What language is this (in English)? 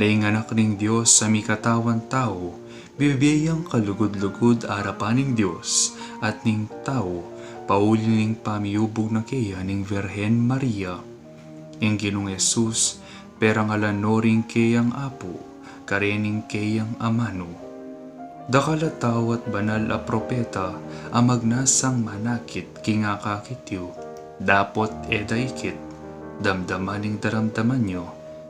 Pampanga